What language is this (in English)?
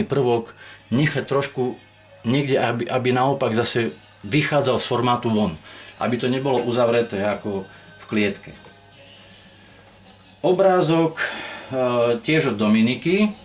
Slovak